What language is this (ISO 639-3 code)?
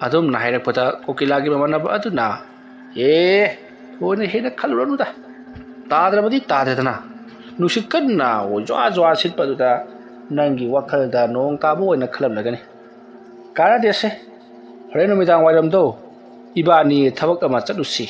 mni